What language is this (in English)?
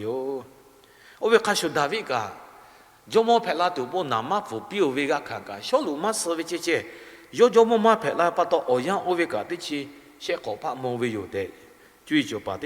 Lahu